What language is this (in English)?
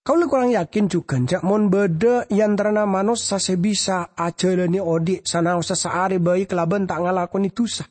Madurese